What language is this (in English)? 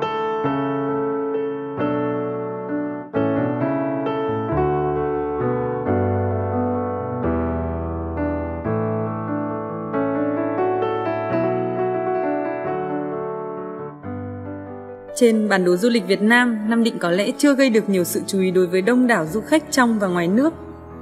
Vietnamese